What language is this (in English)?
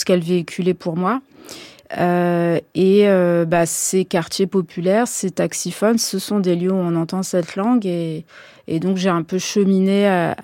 French